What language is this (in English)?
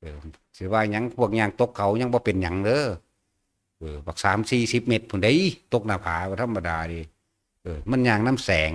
Northeastern Thai